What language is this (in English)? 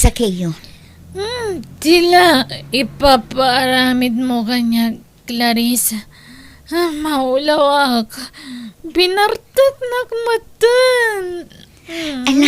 Iloko